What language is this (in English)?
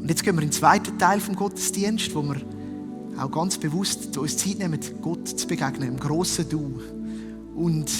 Swiss German